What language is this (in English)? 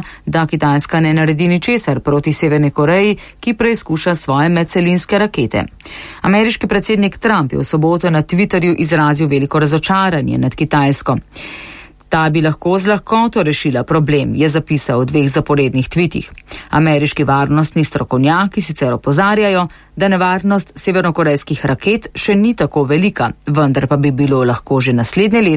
Slovenian